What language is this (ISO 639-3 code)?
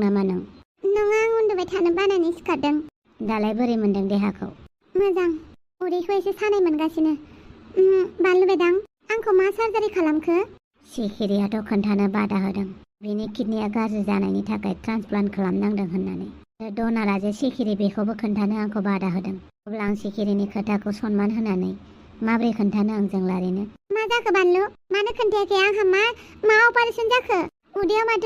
brx